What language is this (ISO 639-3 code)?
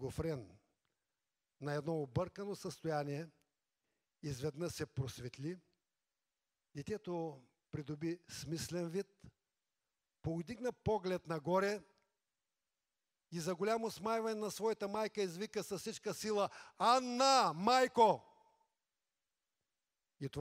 bul